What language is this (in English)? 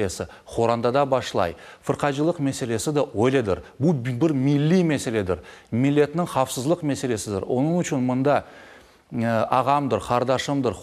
Crimean Tatar